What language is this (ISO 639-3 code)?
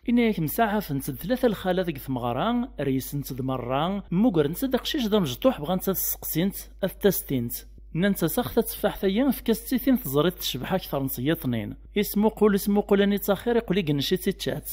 kab